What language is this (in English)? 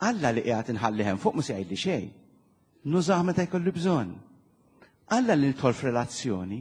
Maltese